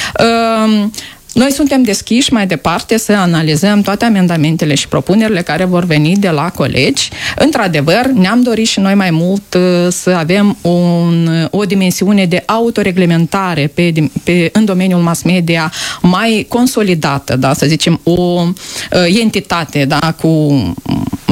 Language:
Romanian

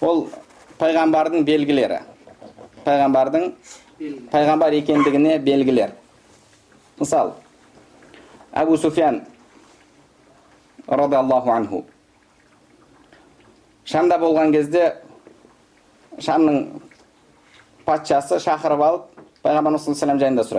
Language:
Kazakh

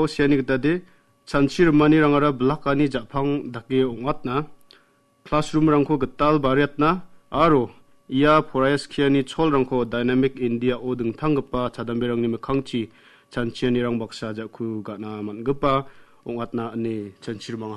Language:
Garo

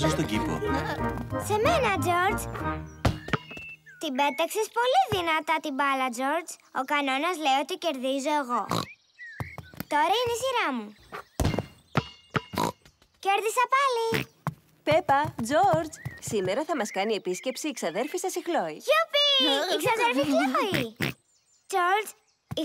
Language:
Greek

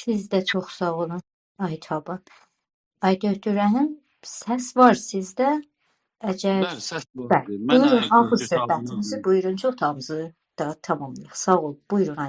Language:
South Azerbaijani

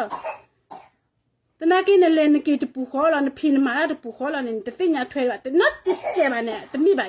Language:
S'gaw Karen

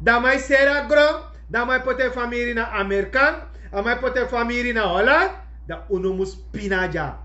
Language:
Sranan Tongo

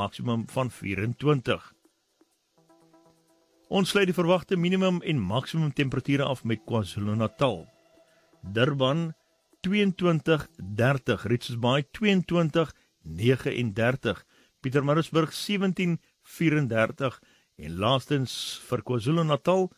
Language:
Afrikaans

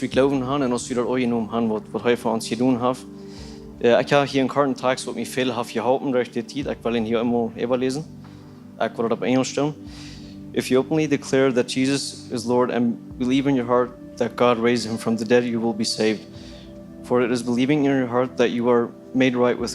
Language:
Plautdietsch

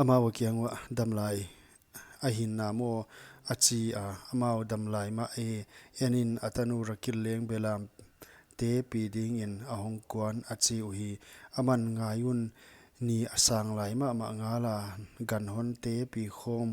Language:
Paite Chin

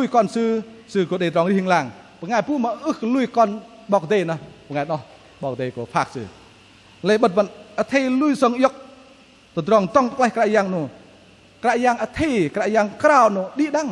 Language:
Bahnar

